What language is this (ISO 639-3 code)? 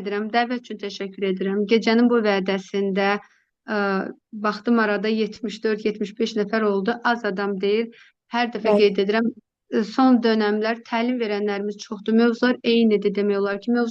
aze